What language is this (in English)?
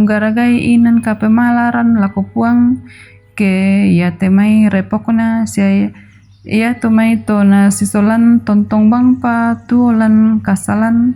Toraja-Sa'dan